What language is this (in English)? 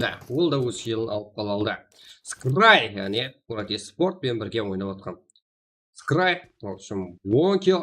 Kara-Kalpak